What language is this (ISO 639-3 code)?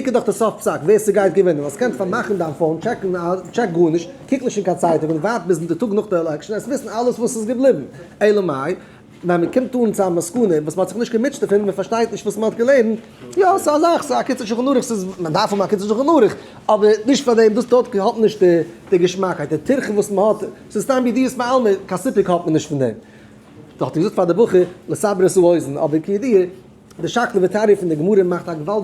yid